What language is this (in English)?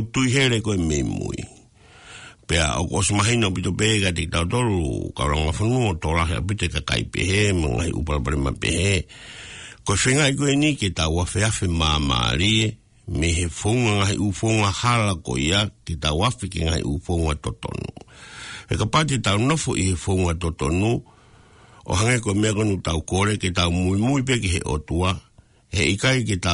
Tongan